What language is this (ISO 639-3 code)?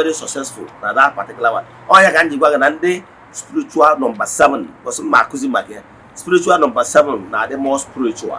ibo